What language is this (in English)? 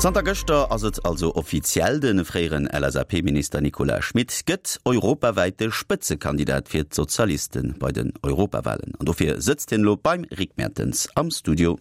Luxembourgish